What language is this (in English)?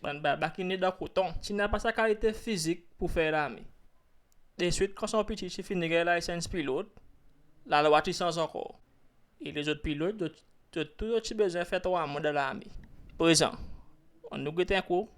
Seselwa Creole French